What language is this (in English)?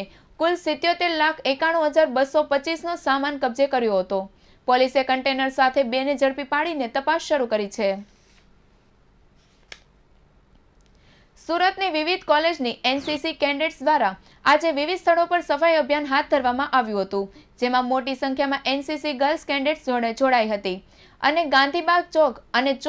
Gujarati